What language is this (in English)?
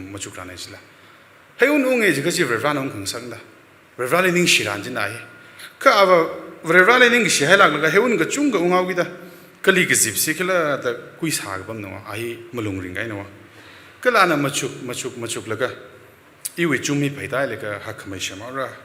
Tangkhul Naga (India)